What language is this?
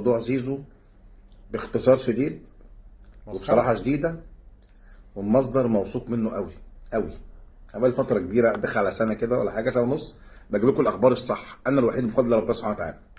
Egyptian Arabic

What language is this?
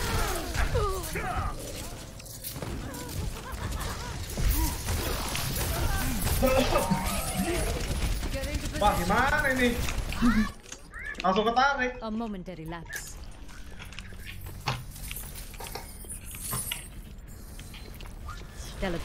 Indonesian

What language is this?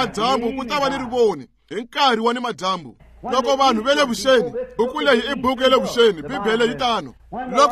Tsonga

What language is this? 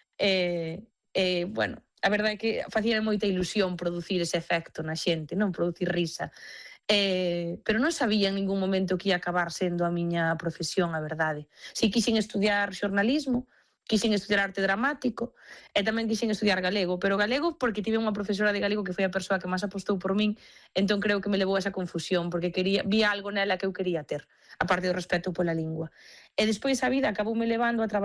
Galician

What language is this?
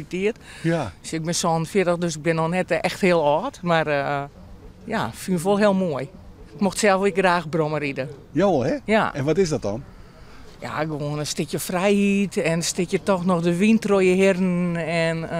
Western Frisian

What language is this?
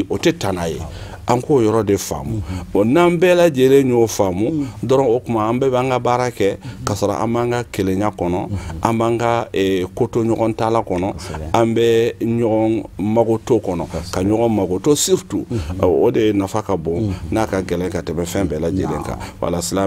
Bambara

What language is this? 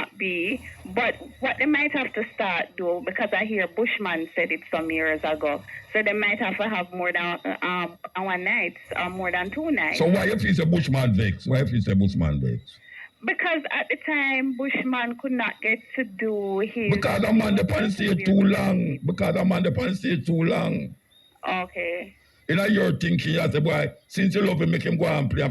Jamaican Creole English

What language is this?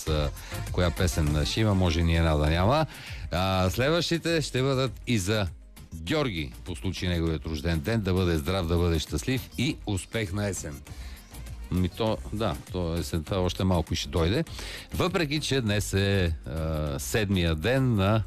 Bulgarian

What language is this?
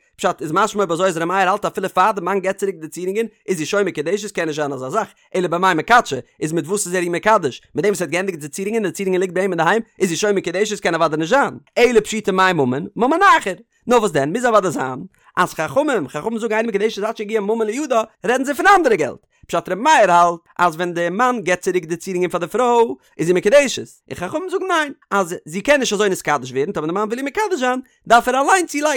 Yiddish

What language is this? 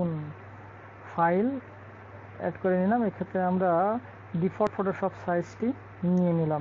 Bangla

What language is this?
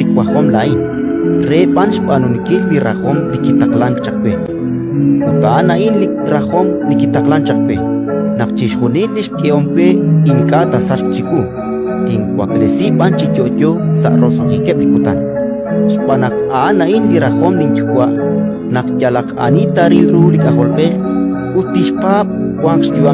Kekchí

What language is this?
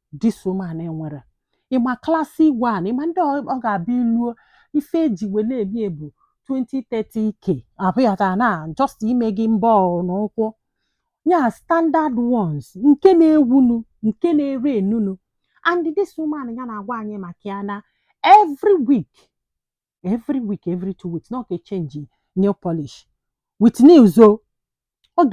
Igbo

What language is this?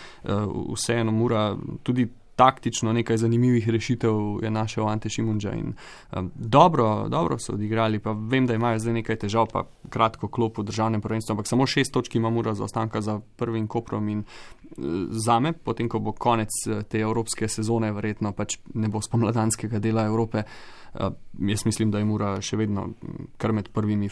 Slovenian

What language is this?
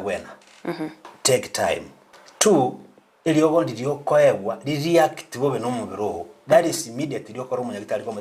Gusii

